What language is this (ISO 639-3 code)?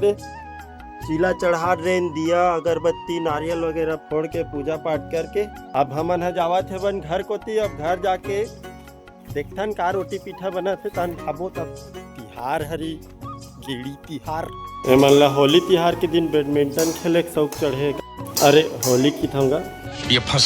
hne